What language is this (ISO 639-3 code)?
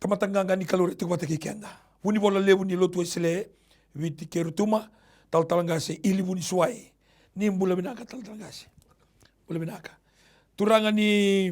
fij